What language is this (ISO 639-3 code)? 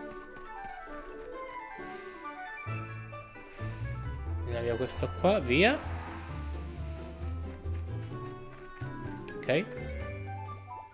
ita